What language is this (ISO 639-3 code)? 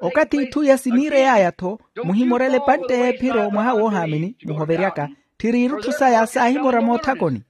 vmw